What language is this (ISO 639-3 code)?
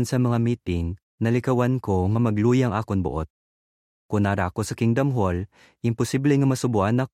hil